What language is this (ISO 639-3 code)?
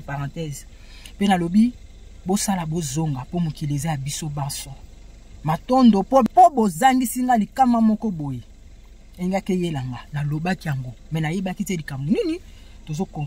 lin